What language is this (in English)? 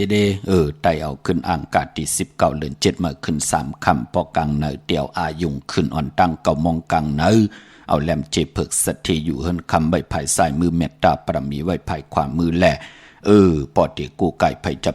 Shan